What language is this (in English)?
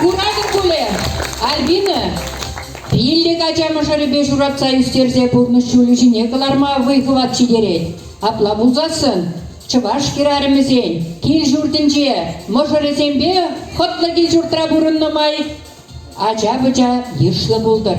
Chuvash